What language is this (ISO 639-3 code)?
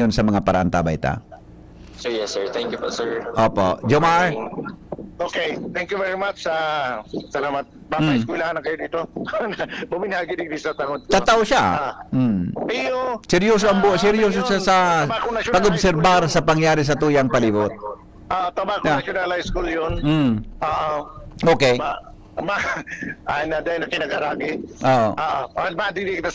bik